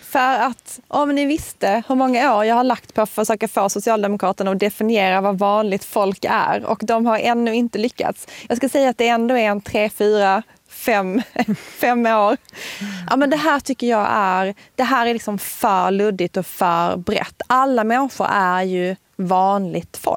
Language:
Swedish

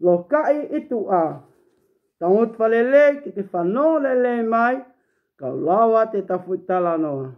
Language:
Tongan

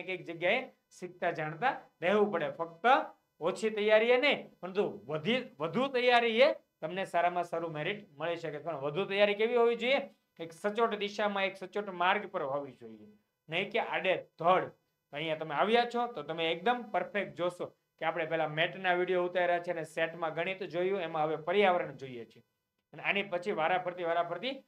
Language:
Gujarati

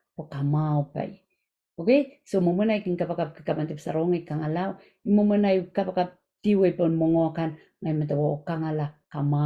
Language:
Pohnpeian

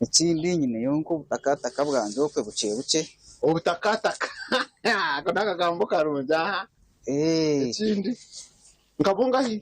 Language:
Nyankole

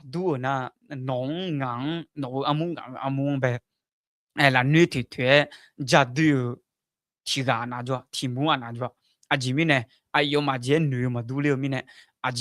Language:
Akha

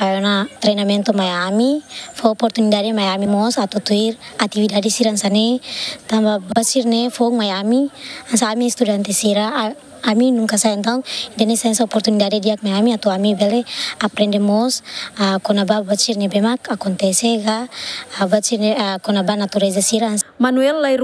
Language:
Tetum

